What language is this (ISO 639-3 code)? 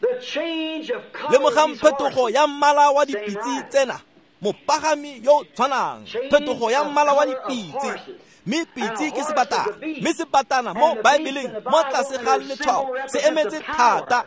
tsn